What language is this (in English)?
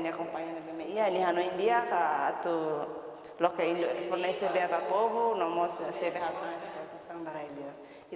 Tetum